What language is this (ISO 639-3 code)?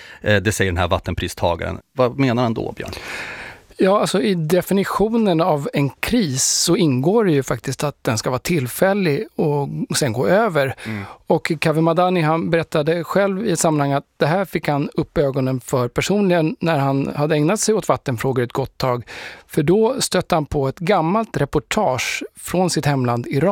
swe